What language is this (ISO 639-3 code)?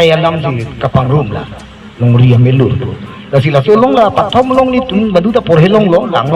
mjw